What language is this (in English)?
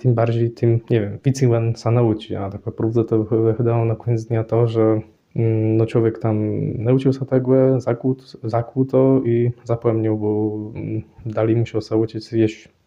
Kashubian